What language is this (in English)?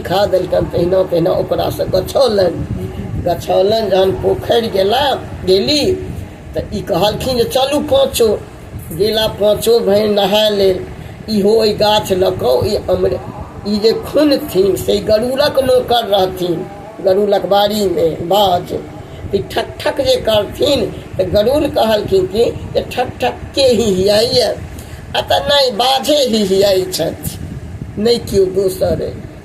Maithili